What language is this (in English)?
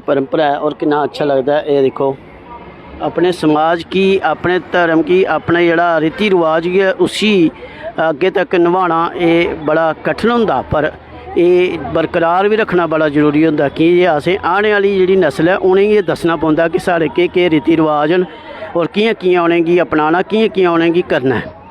Dogri